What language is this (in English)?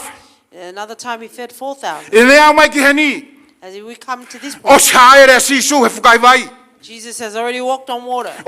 Tongan